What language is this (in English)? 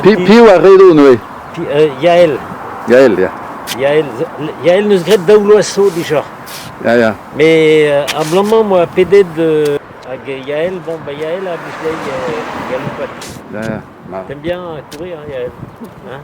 Breton